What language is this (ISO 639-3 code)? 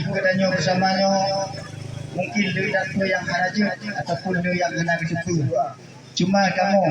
ace